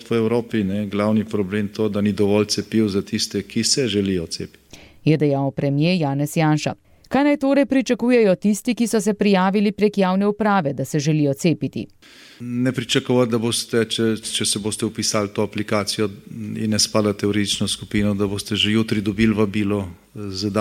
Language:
Slovenian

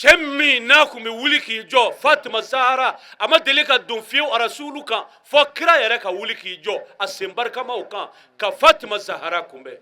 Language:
Bambara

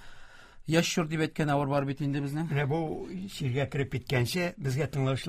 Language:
Tatar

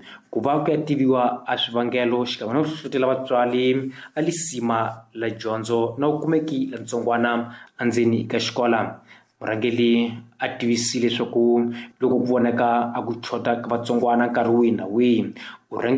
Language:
Tsonga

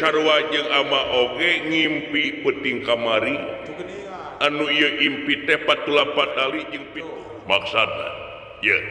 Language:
Sundanese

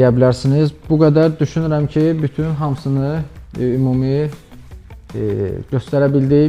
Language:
Azerbaijani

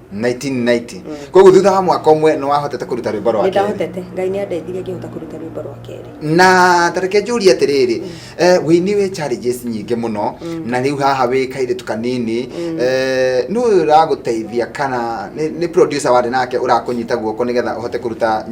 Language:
Kikuyu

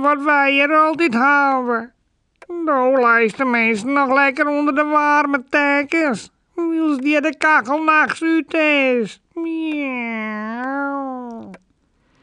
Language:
Western Frisian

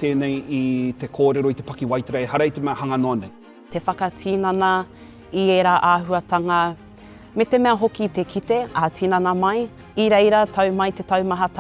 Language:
Māori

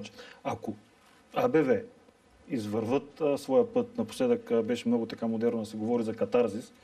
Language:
Bulgarian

